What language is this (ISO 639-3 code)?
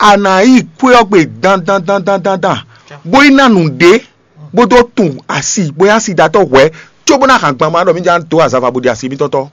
fon